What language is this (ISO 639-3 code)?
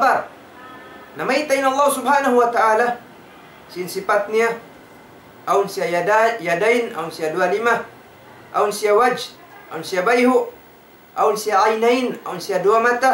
tsg